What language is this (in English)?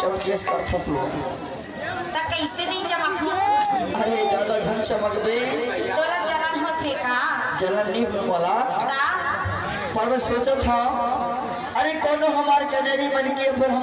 Chhattisgarhi